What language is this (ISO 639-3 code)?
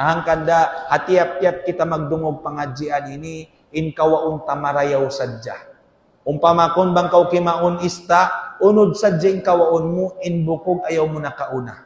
tsg